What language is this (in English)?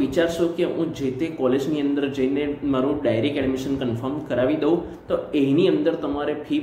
Gujarati